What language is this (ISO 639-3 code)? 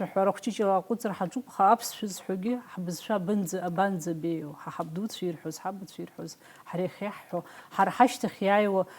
abk